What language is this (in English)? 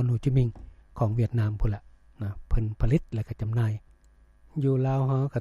Lao